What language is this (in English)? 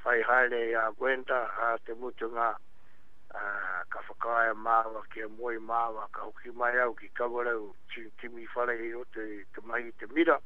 Māori